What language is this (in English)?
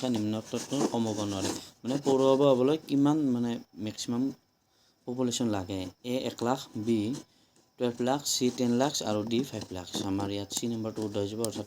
Assamese